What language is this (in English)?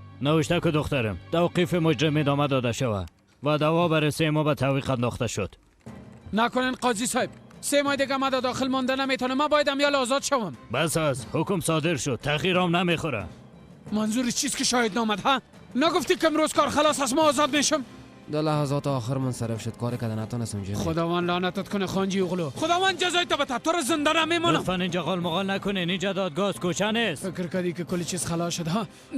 Persian